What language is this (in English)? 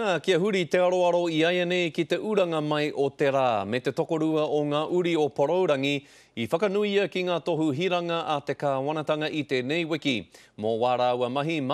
Māori